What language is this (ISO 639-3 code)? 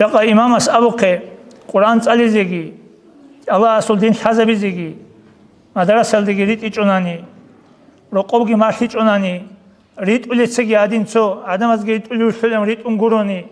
ava